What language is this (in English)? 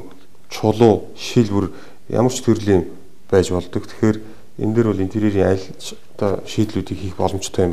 Mongolian